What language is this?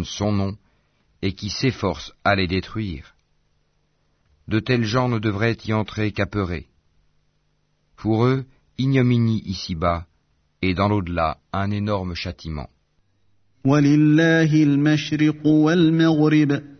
French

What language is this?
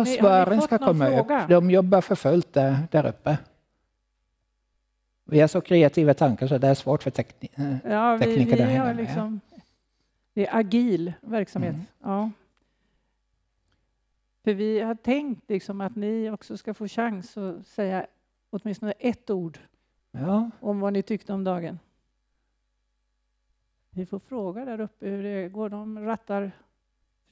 Swedish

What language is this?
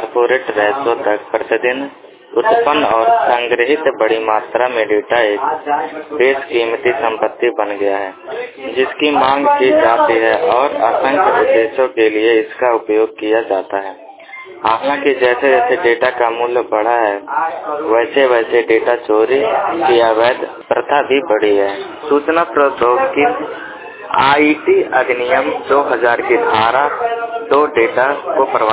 Hindi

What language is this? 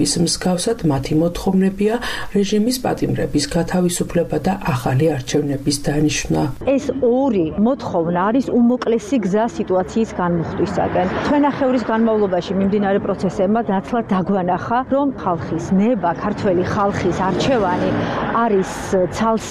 Georgian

